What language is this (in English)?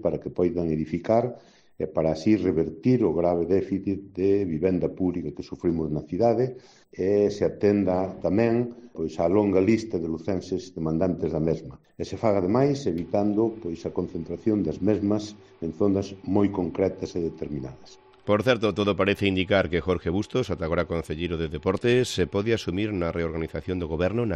Galician